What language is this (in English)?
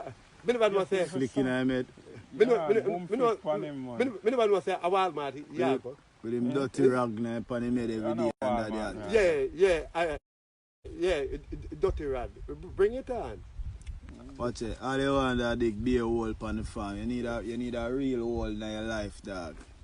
Jamaican Creole English